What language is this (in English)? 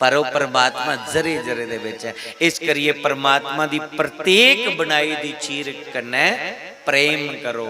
Dogri